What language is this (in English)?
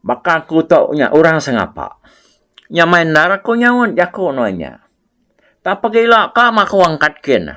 Iban